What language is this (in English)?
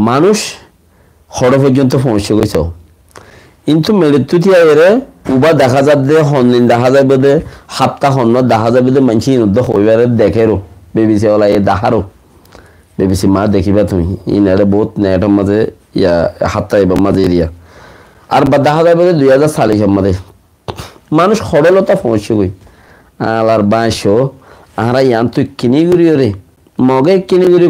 Rohingya